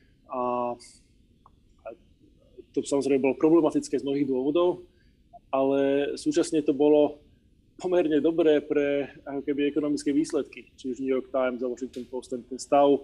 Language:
Slovak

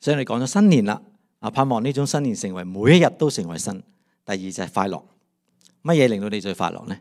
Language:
Cantonese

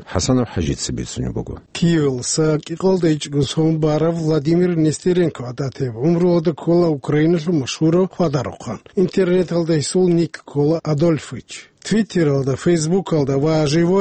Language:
Avaric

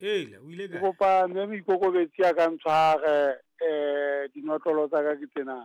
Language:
Southern Sotho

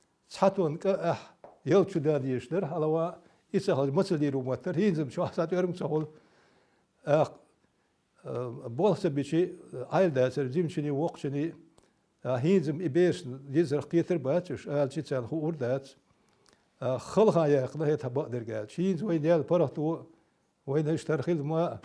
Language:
Chechen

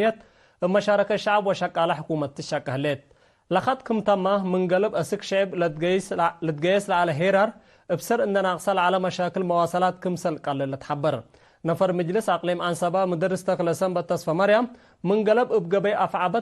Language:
Tigre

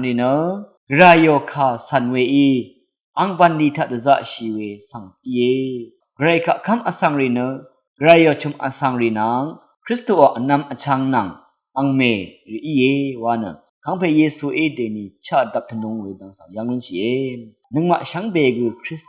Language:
Rawang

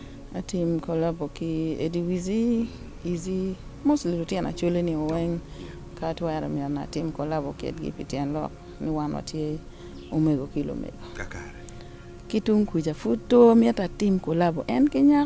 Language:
Acoli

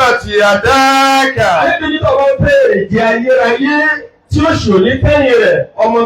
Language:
Yoruba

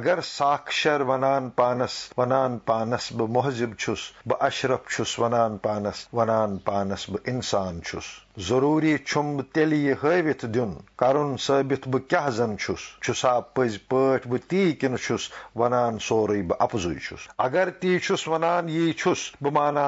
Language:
Kashmiri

